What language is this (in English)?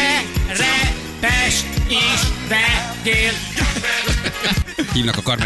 Hungarian